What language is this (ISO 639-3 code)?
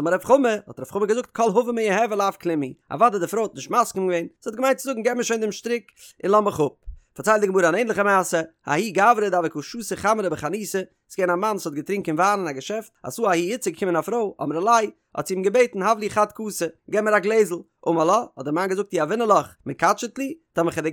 yid